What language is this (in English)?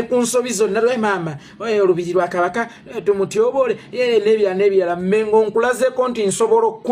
Ganda